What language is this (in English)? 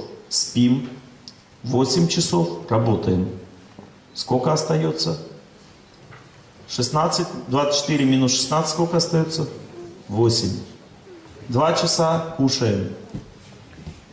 Russian